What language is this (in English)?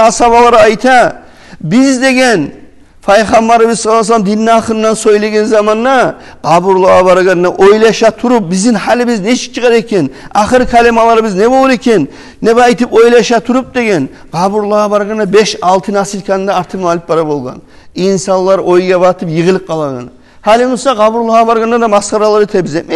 Kumyk